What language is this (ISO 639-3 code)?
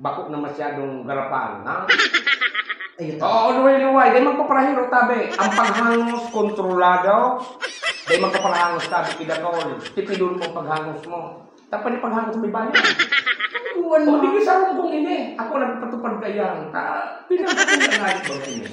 bik